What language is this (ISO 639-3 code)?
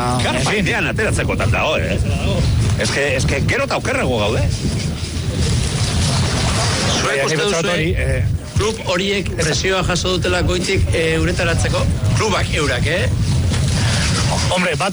eus